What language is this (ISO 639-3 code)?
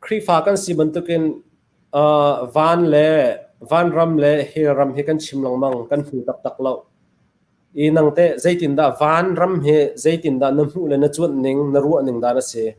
cnh